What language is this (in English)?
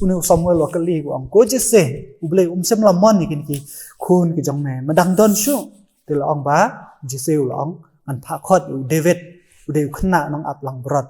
Khasi